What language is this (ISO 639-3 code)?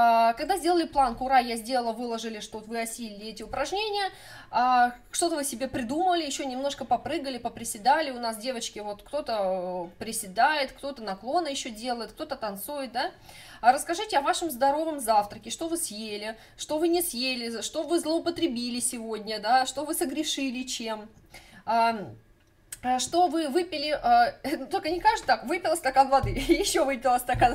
rus